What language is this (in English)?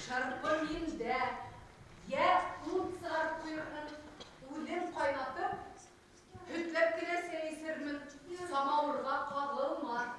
Bashkir